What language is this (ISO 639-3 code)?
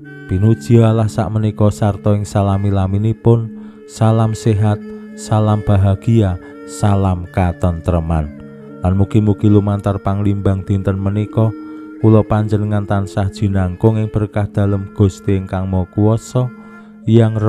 jav